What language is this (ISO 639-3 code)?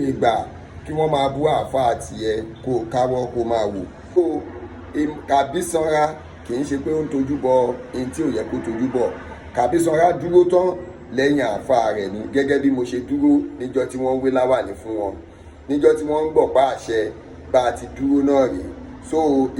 yor